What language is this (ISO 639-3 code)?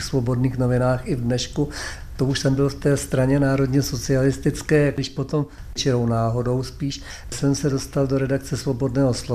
ces